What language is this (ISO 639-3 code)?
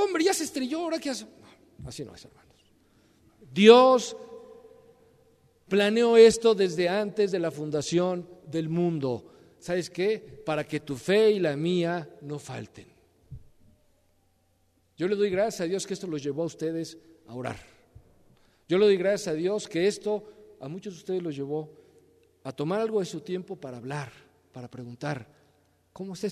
spa